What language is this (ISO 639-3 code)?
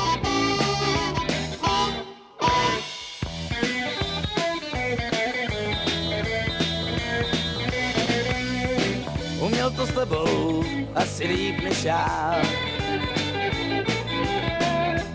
ces